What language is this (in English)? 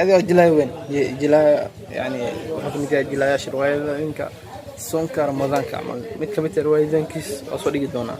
Somali